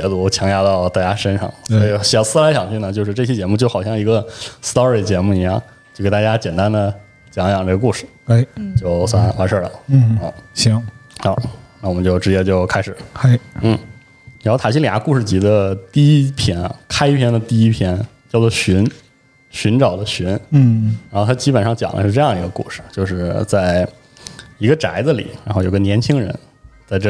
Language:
Chinese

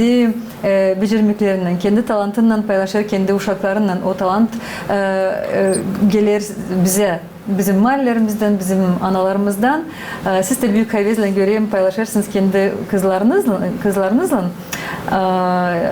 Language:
Gagauz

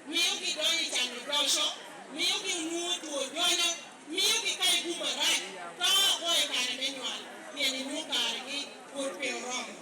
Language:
Lango (Uganda)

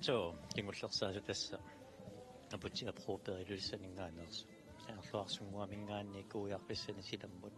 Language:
Kalaallisut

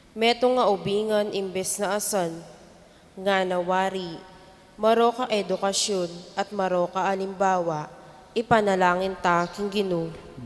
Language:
Pampanga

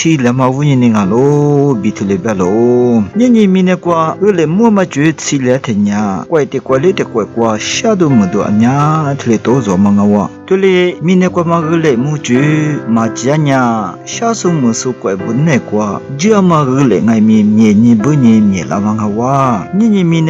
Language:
Lisu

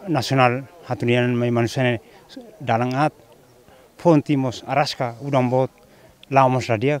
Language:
Tetum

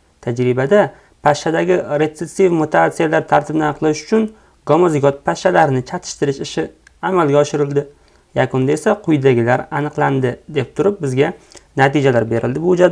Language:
Uzbek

